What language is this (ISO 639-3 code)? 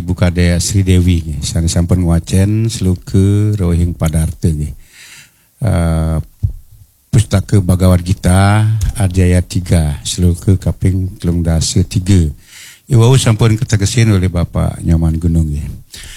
ban